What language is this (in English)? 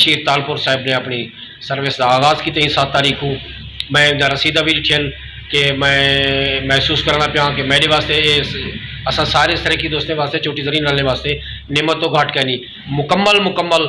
Saraiki